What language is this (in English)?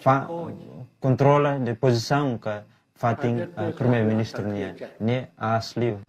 Tetum